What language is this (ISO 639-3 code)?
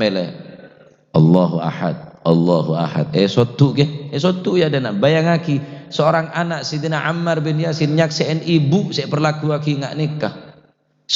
mad